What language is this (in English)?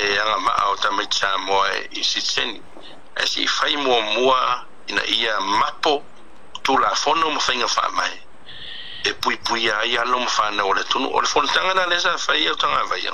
Samoan